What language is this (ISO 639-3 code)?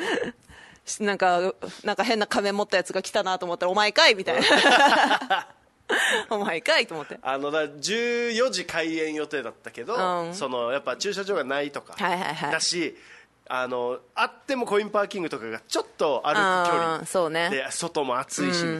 jpn